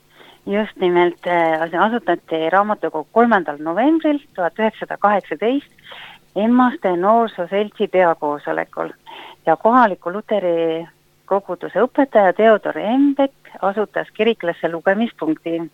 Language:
Estonian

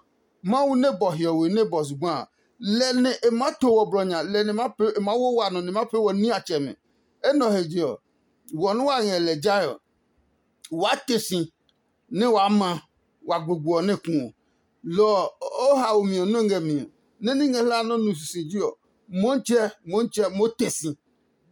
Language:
Adangme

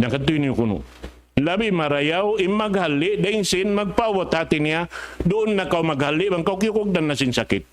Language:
Tausug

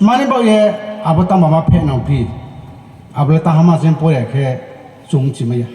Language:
Riang (India)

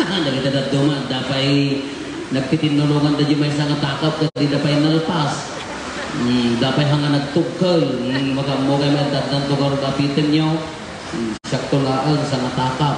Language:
Iloko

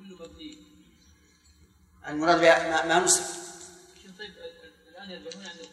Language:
Arabic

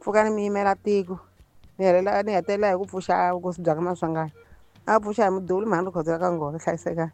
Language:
Tsonga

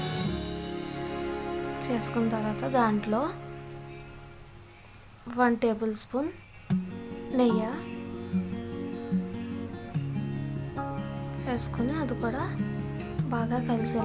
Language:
Telugu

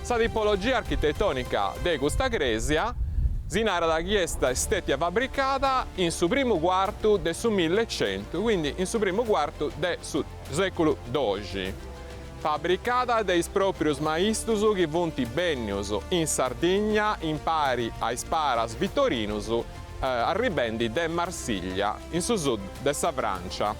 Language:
Sardinian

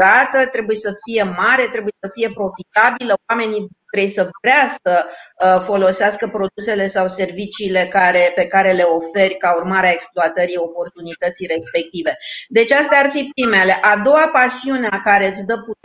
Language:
Romanian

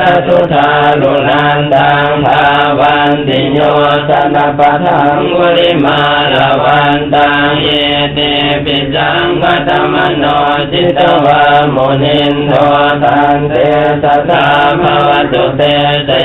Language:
Pali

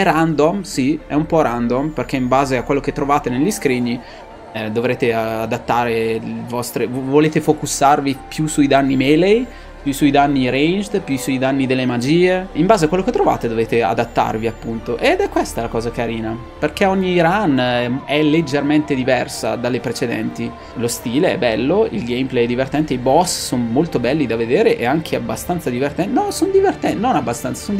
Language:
Italian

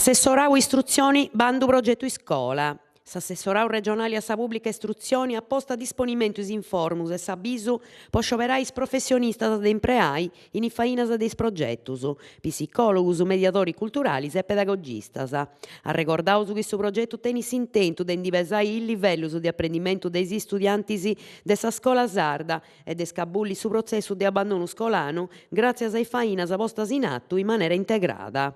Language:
Sardinian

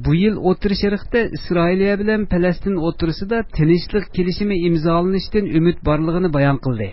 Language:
Uyghur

